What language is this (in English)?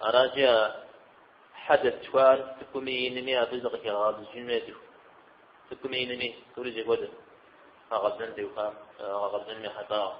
Kabardian